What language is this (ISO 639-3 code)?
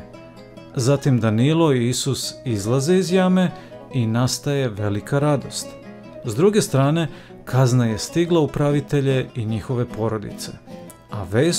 srp